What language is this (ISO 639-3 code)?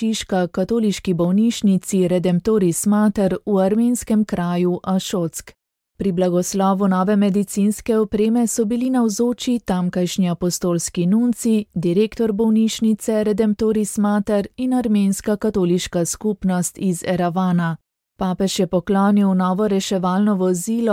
slv